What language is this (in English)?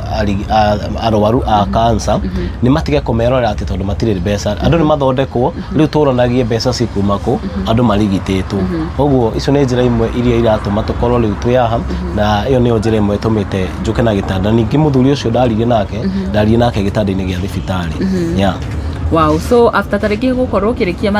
Kikuyu